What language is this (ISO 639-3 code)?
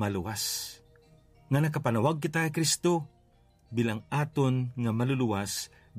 hil